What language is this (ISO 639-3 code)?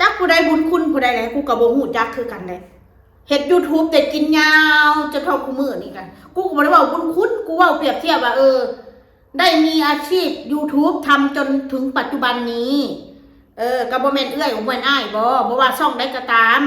tts